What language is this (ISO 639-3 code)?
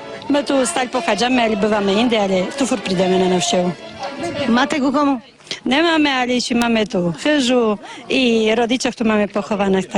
rue